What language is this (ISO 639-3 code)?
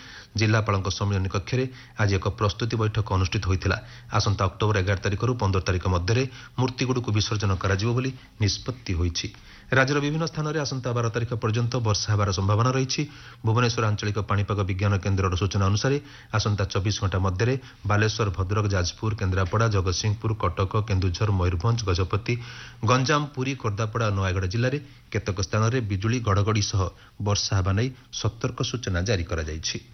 ori